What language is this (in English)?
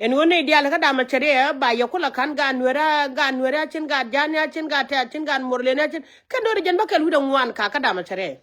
Nuer